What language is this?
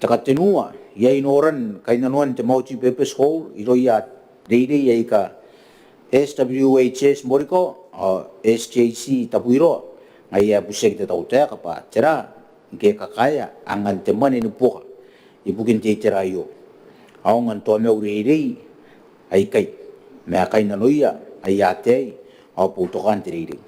Gilbertese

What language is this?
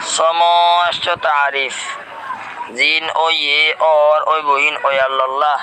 Rohingya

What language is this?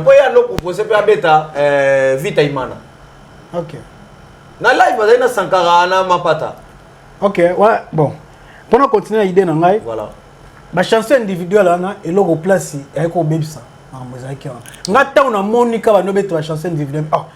Lingala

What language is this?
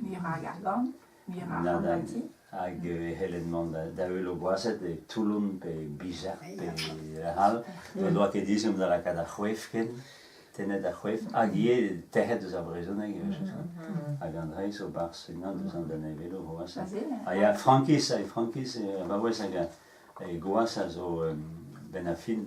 Breton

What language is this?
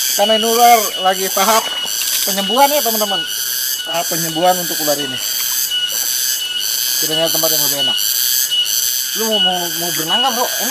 Indonesian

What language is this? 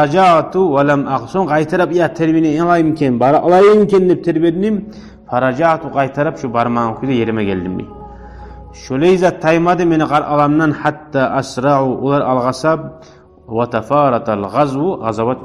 Kumyk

